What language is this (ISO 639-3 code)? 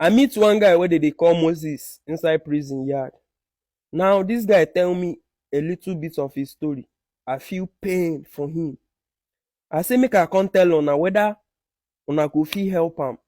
pcm